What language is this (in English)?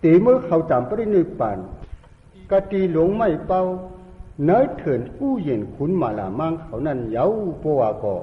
Shan